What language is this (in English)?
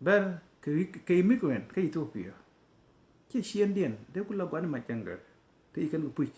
Nuer